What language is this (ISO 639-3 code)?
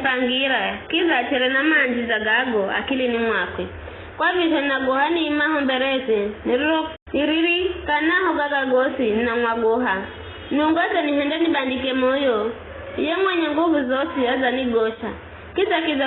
nyf